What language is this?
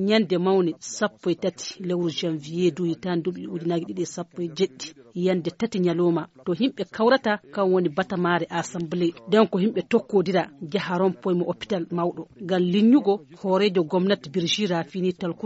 Nigerian Fulfulde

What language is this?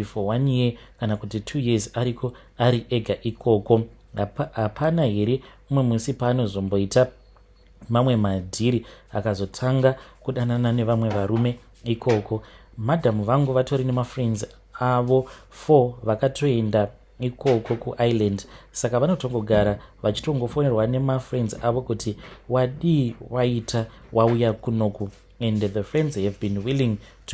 Shona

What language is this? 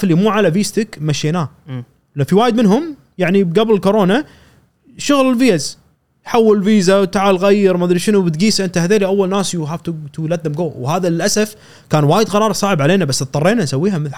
Gulf Arabic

